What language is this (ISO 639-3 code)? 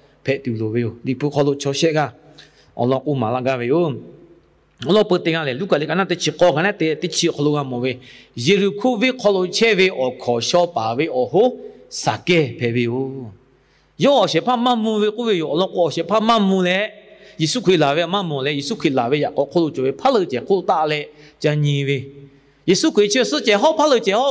lhu